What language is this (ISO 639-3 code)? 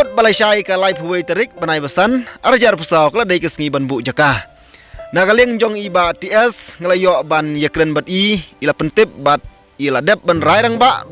kha